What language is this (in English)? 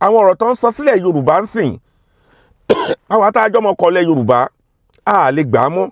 Yoruba